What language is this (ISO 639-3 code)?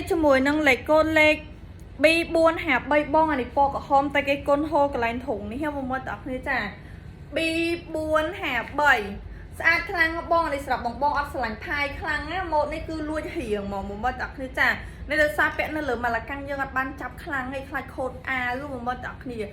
khm